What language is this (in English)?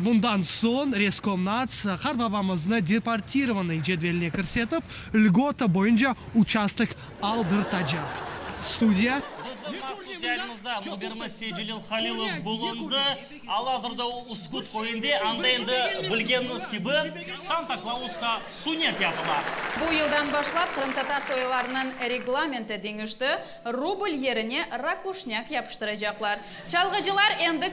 Crimean Tatar